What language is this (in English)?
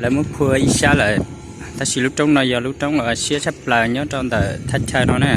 Hmong